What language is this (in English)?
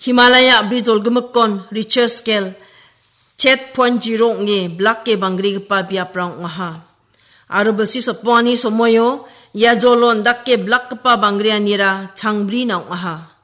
Garo